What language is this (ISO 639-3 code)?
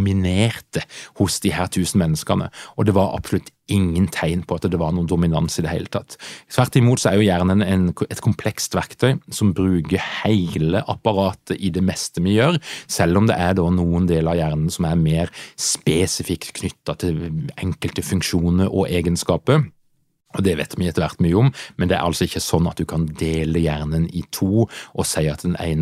nor